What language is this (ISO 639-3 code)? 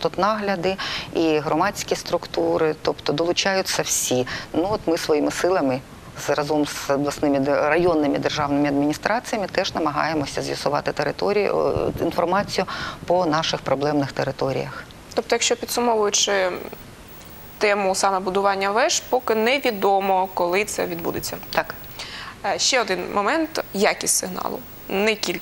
ukr